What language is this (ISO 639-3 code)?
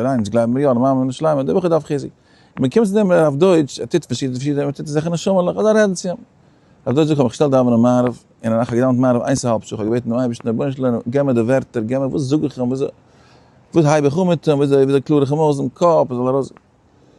yid